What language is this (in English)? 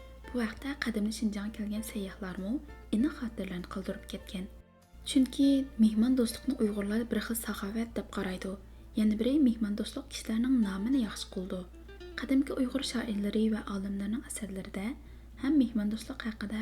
Uyghur